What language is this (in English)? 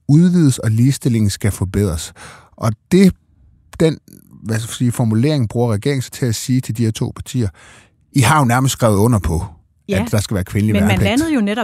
Danish